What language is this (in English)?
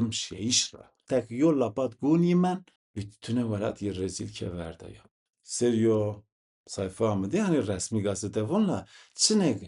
Zaza